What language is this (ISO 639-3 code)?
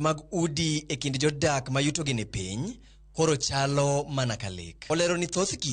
luo